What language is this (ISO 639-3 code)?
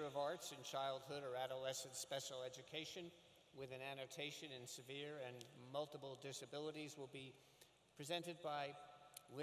eng